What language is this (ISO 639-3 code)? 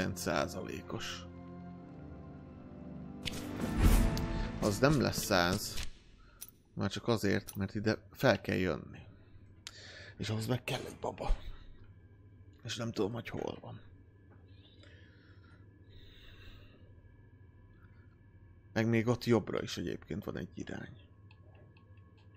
hun